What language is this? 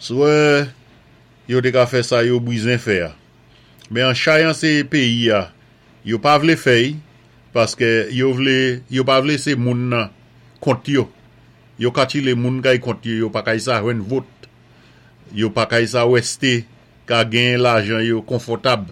Saint Lucian Creole French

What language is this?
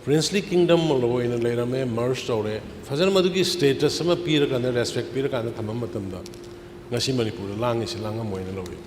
Manipuri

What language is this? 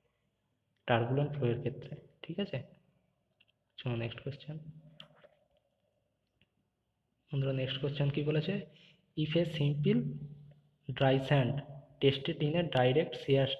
Bangla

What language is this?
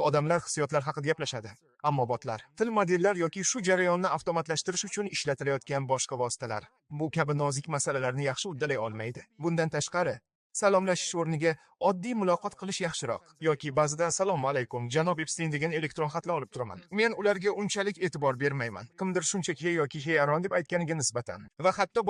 Uzbek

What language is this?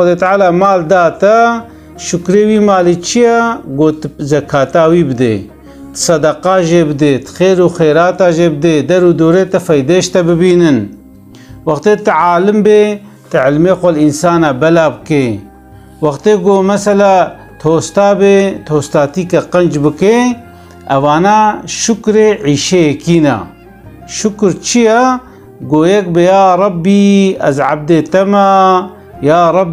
Kurdish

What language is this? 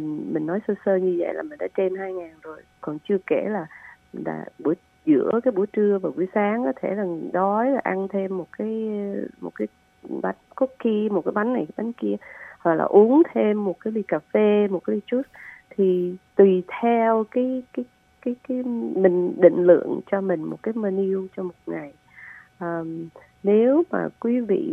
Vietnamese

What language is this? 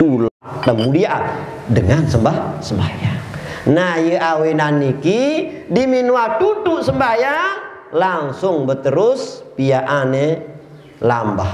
Sasak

